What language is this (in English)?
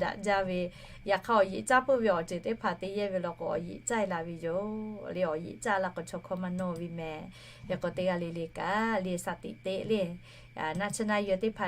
Lahu